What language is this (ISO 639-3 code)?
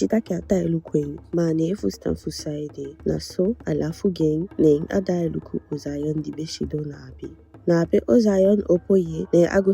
djk